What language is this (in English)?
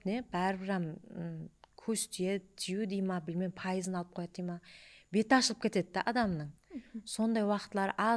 Kara-Kalpak